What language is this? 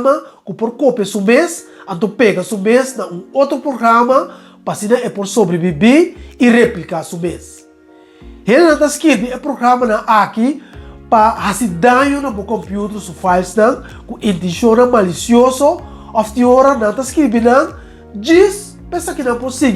Papiamento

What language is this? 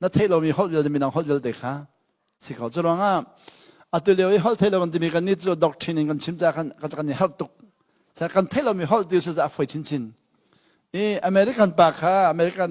Hakha Chin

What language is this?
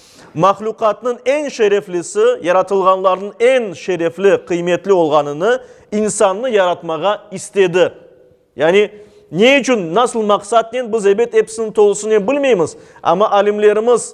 Crimean Tatar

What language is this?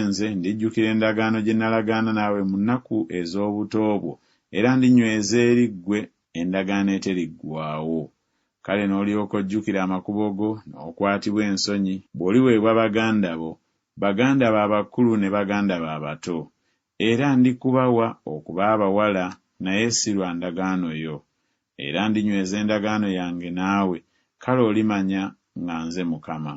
Ganda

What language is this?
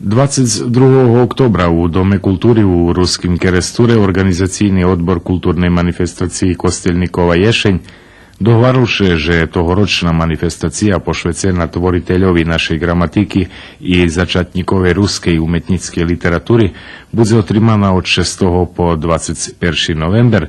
Rusyn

